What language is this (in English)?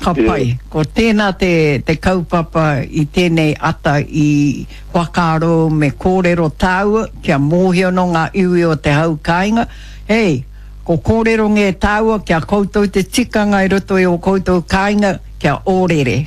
Māori